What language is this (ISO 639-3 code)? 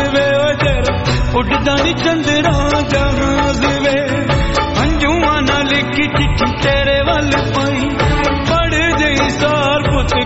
pan